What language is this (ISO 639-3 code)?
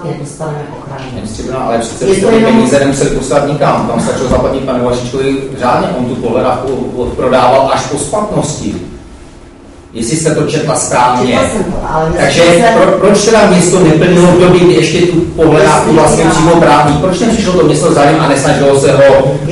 ces